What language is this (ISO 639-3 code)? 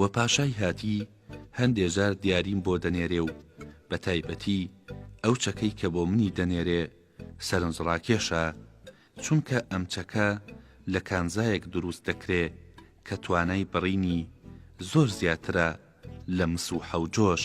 ckb